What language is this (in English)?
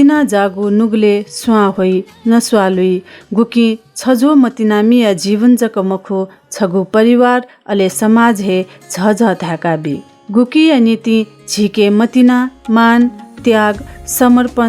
Newari